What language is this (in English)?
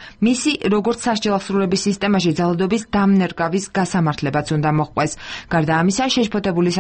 Georgian